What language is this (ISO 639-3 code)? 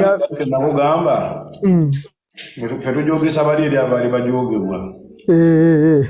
lug